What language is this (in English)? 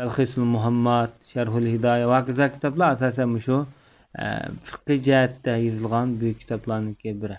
Uyghur